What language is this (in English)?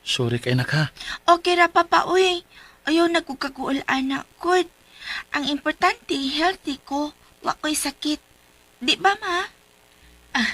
Cebuano